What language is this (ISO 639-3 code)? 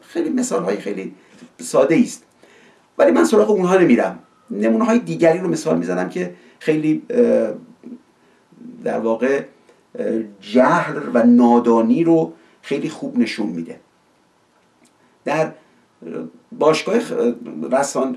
fas